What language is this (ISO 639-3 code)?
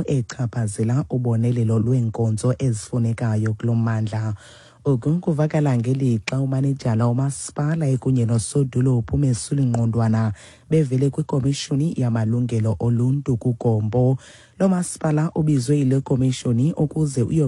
xho